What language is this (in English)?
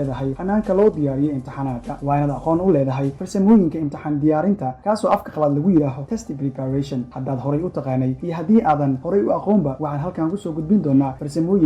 Somali